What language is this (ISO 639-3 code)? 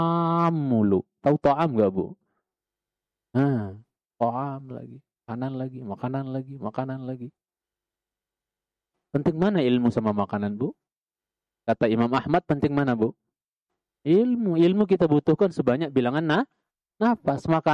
ind